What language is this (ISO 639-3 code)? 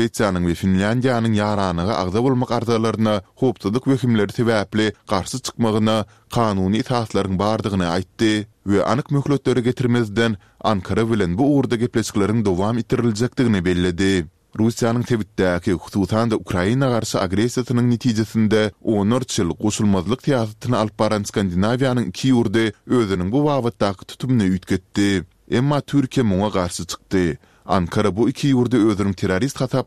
tuk